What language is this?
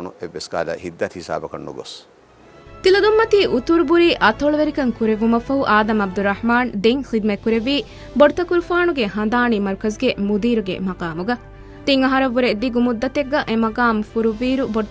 Divehi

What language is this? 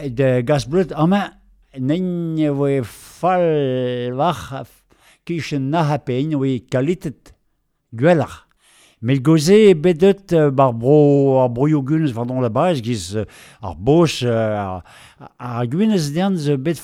Breton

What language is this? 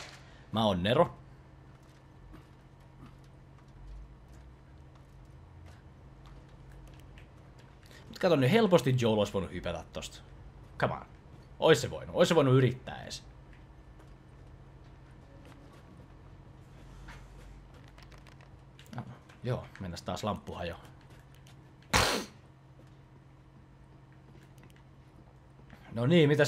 Finnish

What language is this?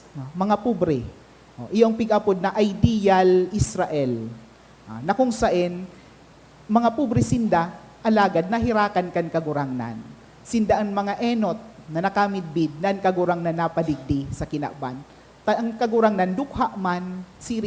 Bikol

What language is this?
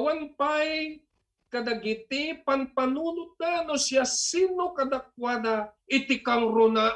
Iloko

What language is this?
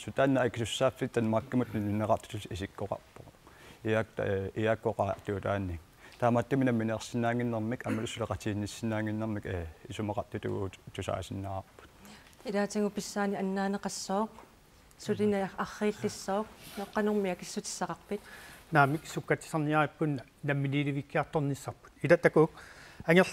Kalaallisut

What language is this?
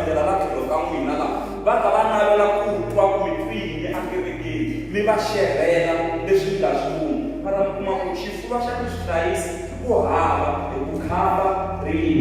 Tsonga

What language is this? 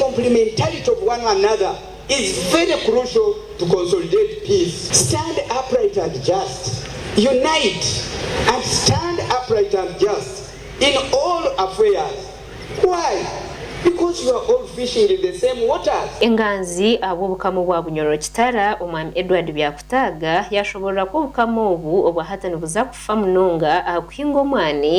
Nyankole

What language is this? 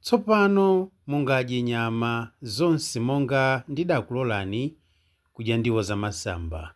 Nyanja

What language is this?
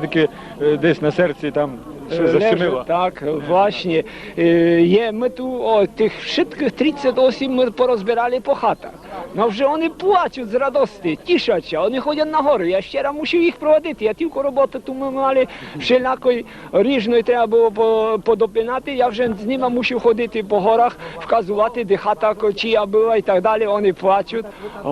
Rusyn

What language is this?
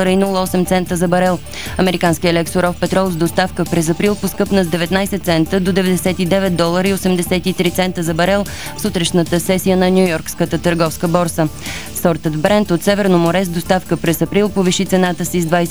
Bulgarian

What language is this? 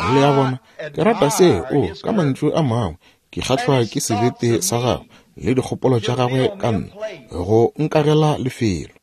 Northern Sotho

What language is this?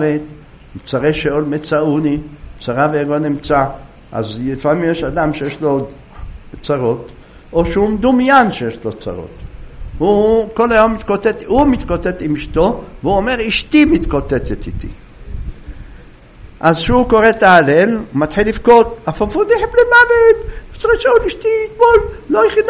Hebrew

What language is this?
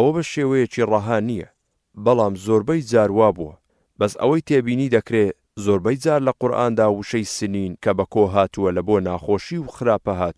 Central Kurdish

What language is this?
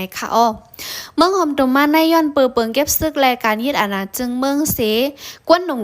Shan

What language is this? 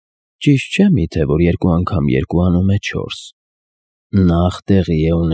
Armenian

